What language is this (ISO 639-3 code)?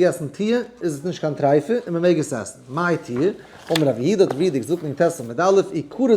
yid